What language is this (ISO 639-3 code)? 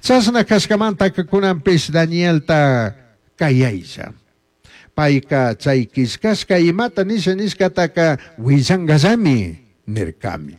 qug